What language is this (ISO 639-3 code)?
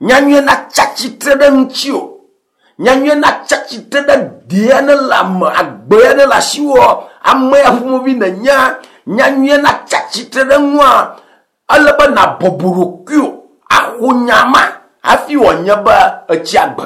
ewe